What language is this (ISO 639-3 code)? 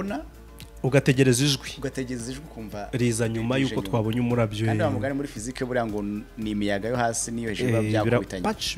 kin